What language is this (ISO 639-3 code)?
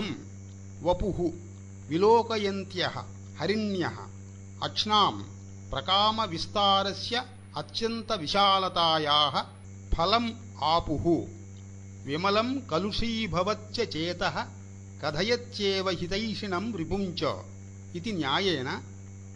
san